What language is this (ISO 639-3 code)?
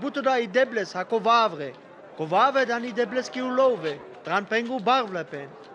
rmo